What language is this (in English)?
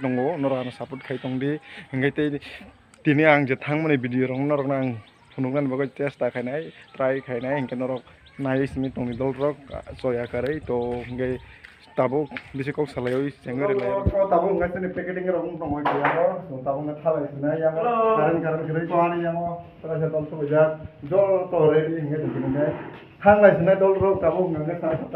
Kok Borok